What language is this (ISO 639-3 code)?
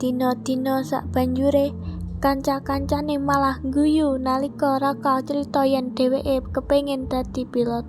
jav